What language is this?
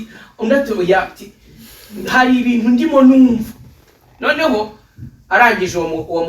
Kinyarwanda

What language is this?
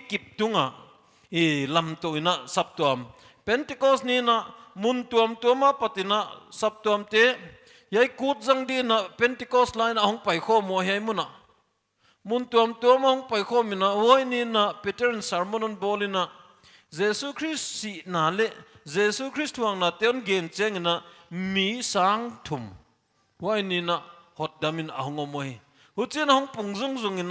Paite Chin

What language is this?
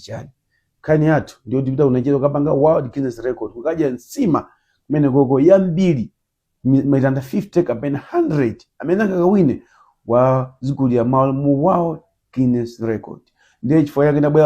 Nyanja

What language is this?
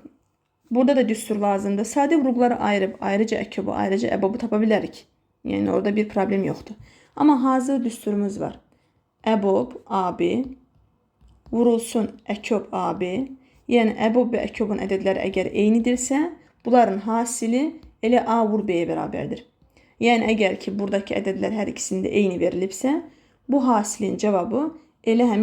Azerbaijani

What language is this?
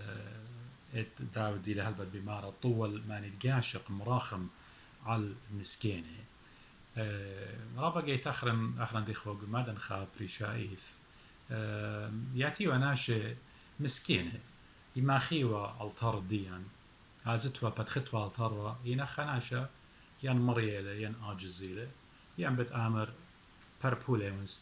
Assyrian Neo-Aramaic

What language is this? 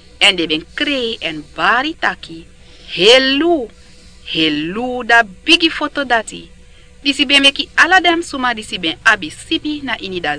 Sranan Tongo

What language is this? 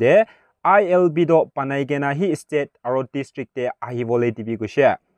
Naga Pidgin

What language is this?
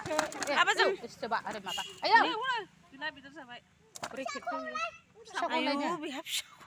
Bodo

